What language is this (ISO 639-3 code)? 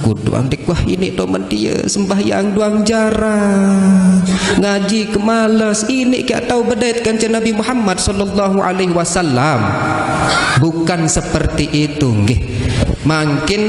sas